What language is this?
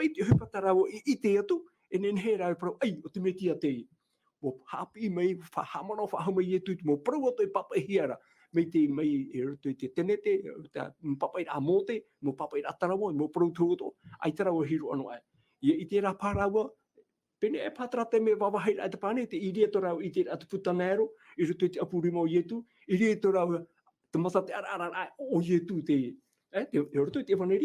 Tahitian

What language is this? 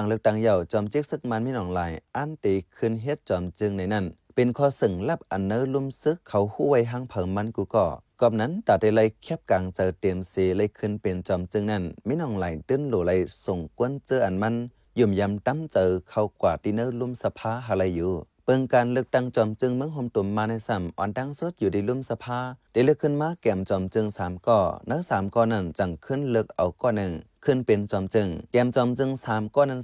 Shan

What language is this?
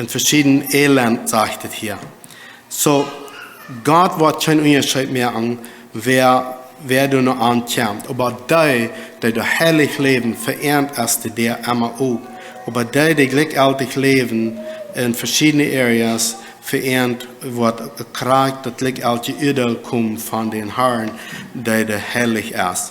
Plautdietsch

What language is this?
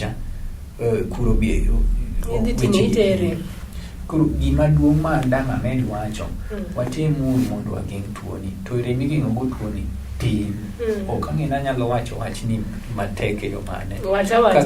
Luo (Kenya and Tanzania)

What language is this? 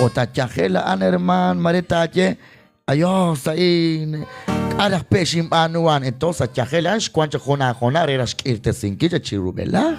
Kekchí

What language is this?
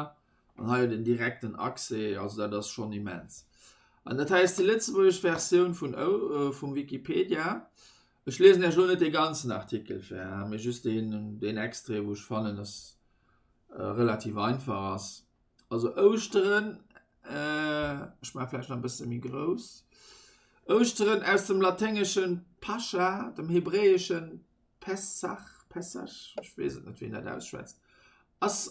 Luxembourgish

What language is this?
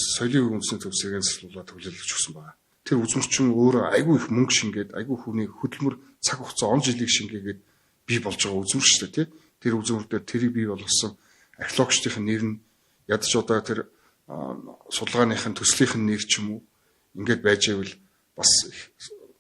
Mongolian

